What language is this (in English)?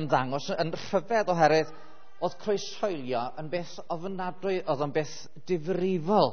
Welsh